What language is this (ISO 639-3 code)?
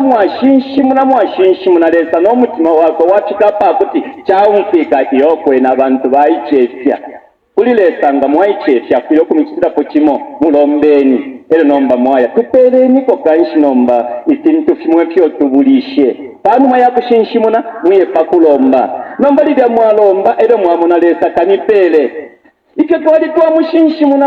bem